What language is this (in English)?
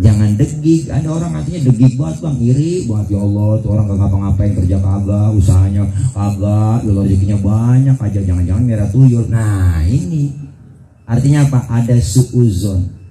Betawi